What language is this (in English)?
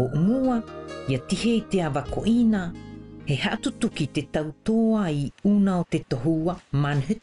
South Marquesan